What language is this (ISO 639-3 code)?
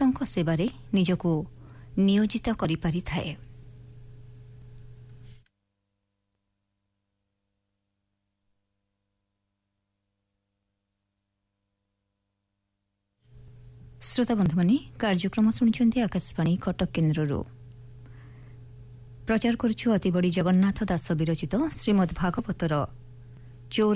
ori